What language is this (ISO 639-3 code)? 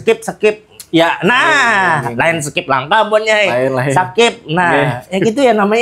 bjn